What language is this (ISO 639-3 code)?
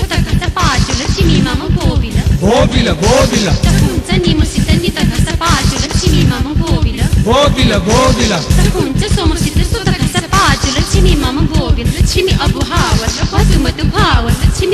new